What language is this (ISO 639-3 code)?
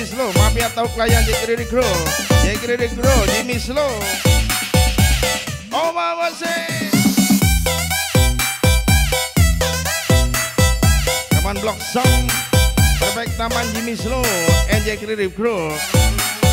ind